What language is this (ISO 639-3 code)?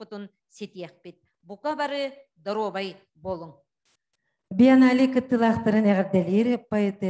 sah